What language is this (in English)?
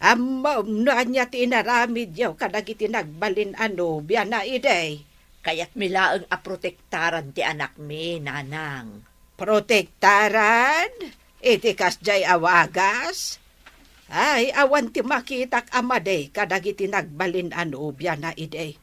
Iloko